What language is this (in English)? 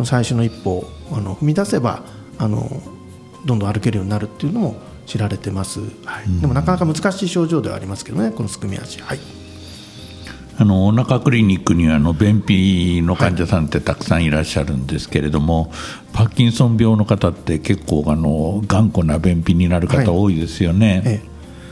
Japanese